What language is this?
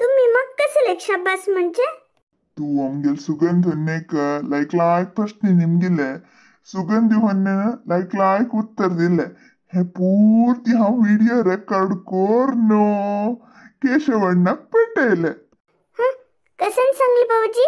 Konkani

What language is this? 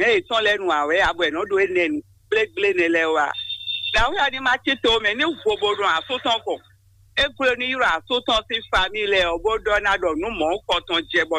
Fon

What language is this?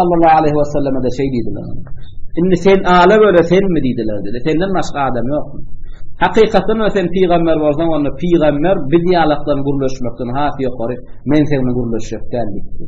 Turkmen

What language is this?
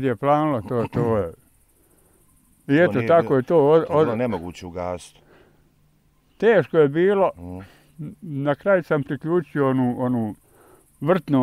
Bosnian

